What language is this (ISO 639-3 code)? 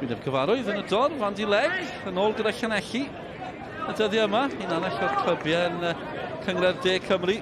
cym